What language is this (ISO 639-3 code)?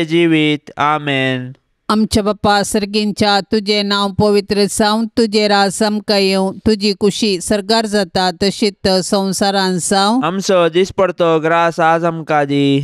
kok